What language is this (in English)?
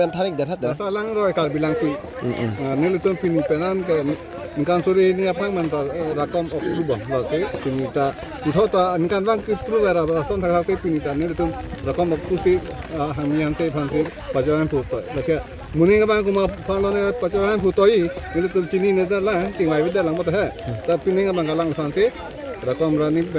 Karbi